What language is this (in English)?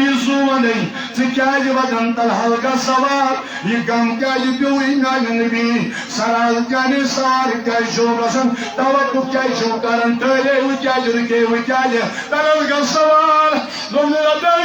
Kashmiri